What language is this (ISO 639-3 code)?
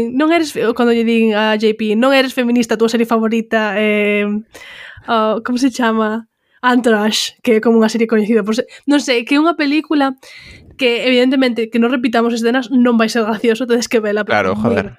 glg